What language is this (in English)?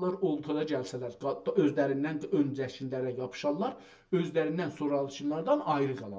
South Azerbaijani